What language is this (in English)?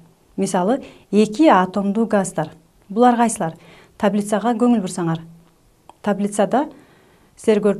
Kyrgyz